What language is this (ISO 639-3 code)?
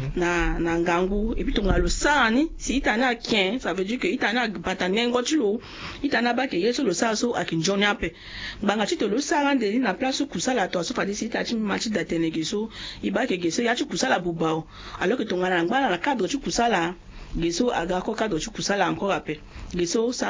sag